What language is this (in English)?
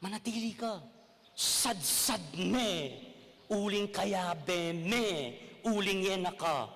Pampanga